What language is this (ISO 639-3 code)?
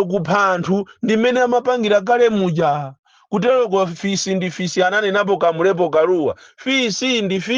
nya